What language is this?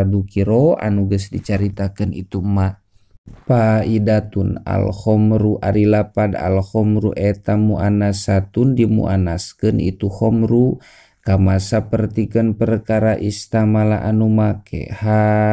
Sundanese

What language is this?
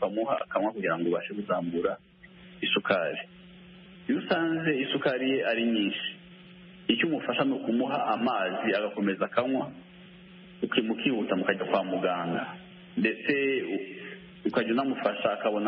Kinyarwanda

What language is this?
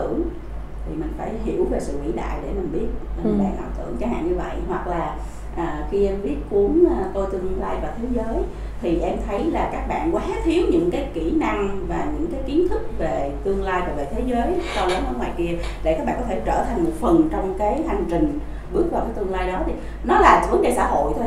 Vietnamese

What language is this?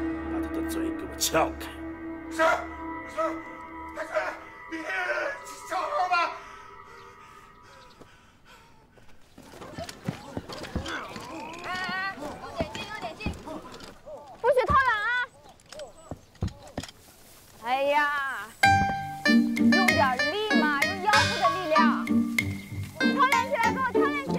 Chinese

